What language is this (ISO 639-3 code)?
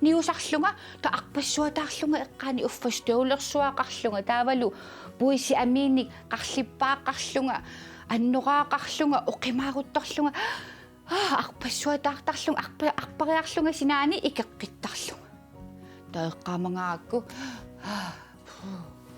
kal